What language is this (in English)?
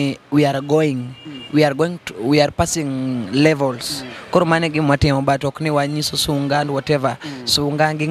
Luo (Kenya and Tanzania)